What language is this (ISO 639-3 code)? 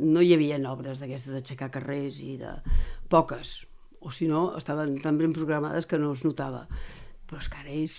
cat